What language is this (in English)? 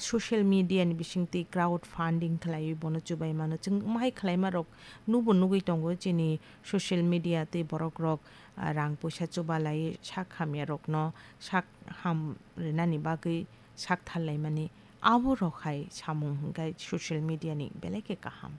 Kok Borok